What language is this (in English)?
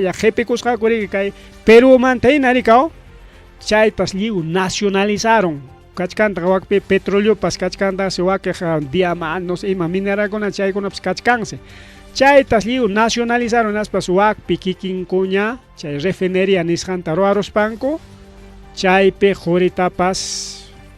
Ayacucho Quechua